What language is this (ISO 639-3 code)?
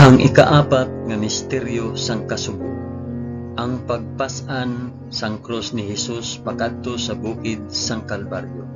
hil